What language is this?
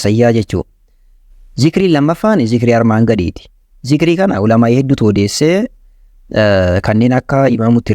Oromo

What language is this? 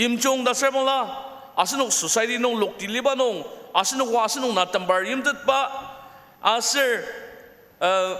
Ao Naga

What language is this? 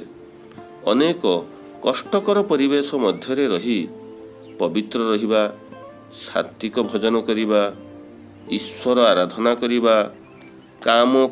Odia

